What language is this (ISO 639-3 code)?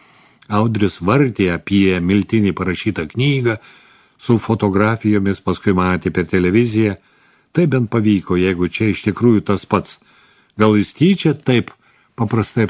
lit